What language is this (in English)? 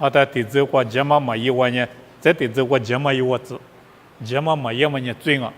Lisu